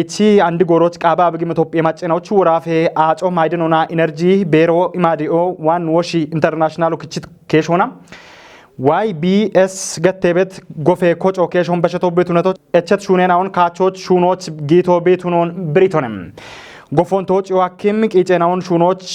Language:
Kafa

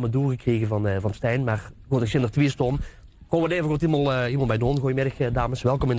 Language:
Limburgish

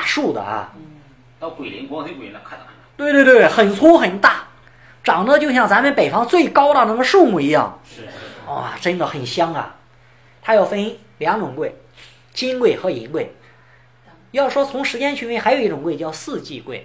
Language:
Chinese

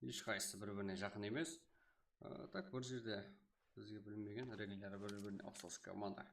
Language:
Kara-Kalpak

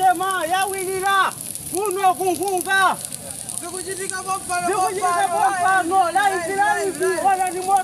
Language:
Nyanja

